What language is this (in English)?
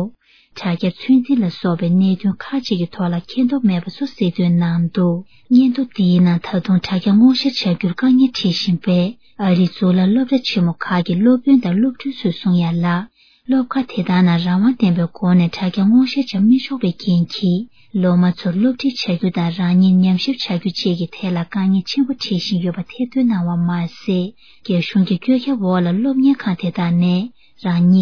Tibetan